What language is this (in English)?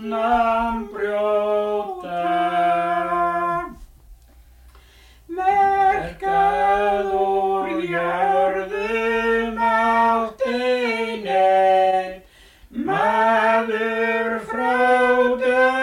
Icelandic